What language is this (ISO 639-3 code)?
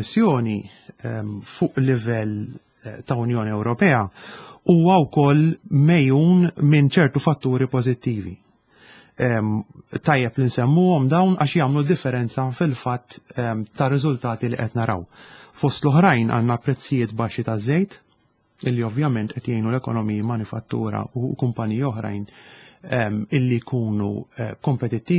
mlt